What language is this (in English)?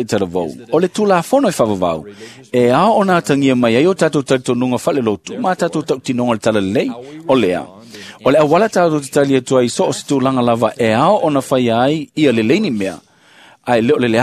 Samoan